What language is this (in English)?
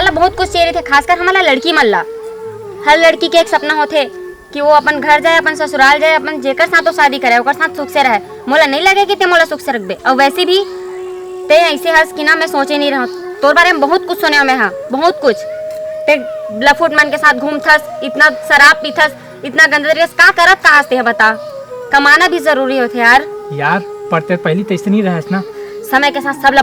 Chhattisgarhi